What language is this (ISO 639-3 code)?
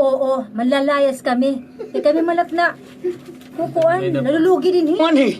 war